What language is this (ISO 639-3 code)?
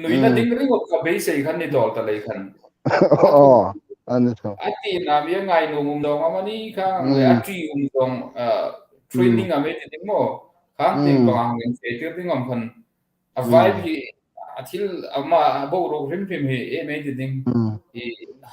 hmr